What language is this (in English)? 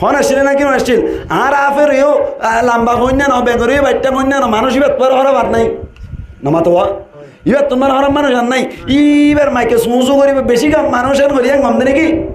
Rohingya